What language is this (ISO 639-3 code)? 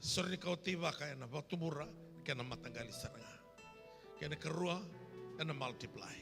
fij